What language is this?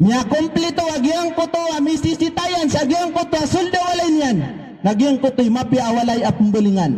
Maranao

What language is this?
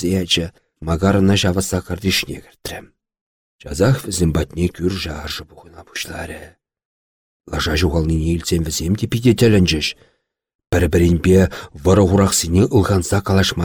Chuvash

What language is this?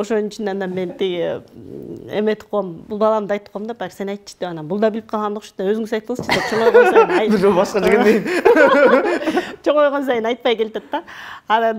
Kyrgyz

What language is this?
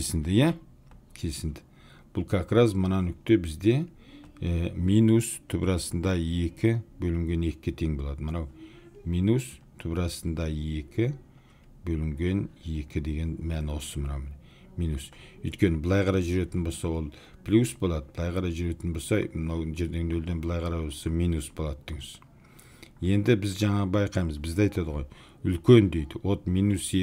Kazakh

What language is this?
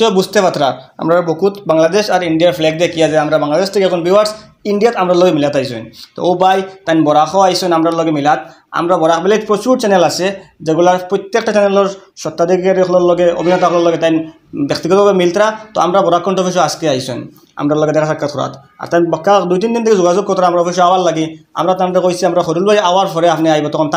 Sylheti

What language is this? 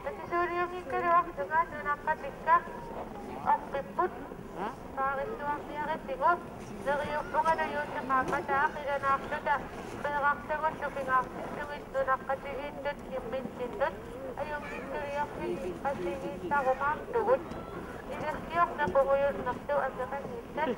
Kalaallisut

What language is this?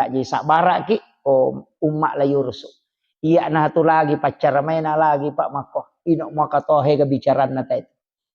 Buginese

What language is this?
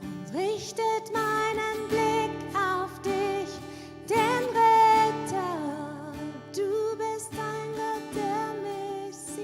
Swiss German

